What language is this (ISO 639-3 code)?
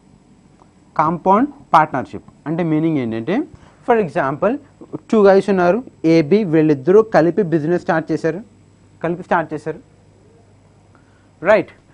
tel